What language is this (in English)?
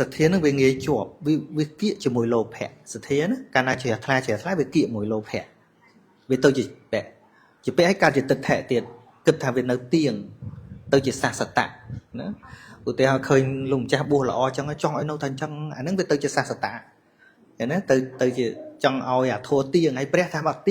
Khmer